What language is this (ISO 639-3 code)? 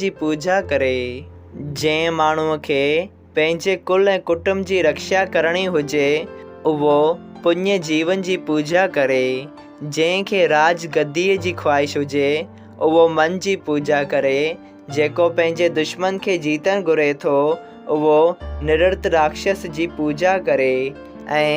snd